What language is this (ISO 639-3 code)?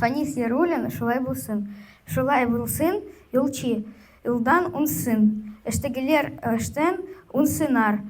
tat